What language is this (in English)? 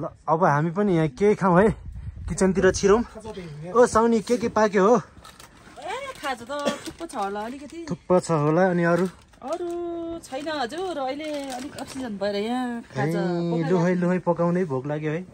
Nepali